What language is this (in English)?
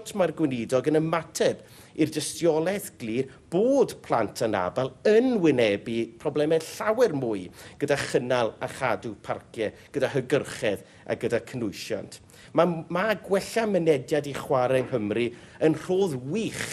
Welsh